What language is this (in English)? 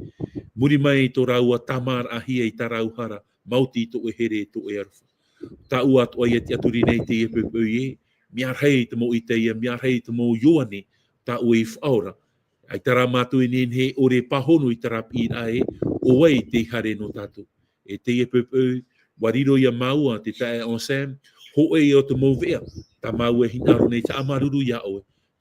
Tahitian